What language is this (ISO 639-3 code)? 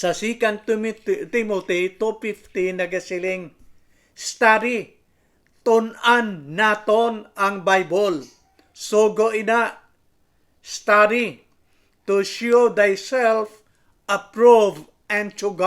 hil